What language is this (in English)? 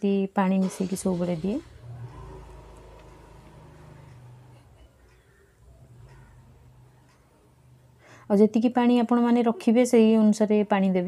Odia